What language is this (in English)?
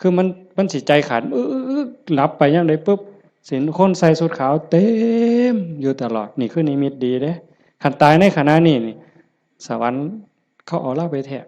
Northeastern Thai